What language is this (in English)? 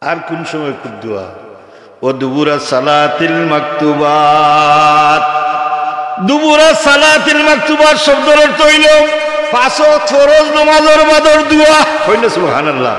Sylheti